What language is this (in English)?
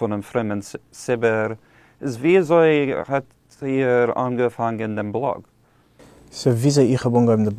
Yiddish